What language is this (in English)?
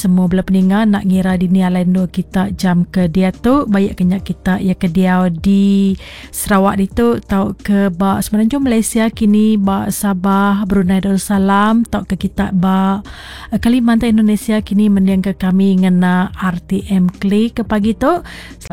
Iban